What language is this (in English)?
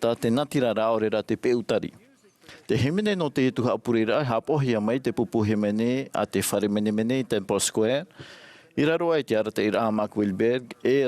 Tahitian